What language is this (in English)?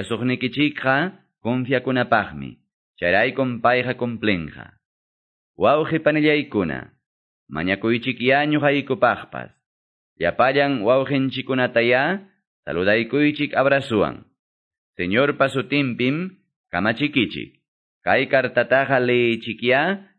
Quechua